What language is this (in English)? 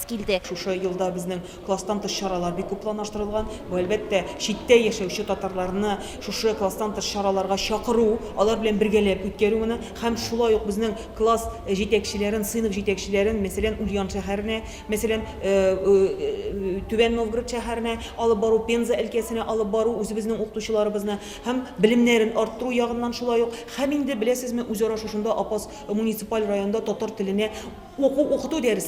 Tatar